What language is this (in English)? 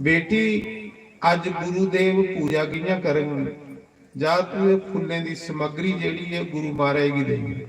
Dogri